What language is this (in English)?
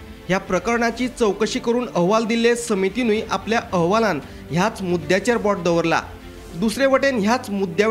Konkani